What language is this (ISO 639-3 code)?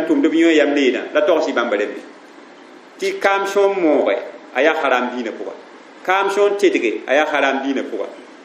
mos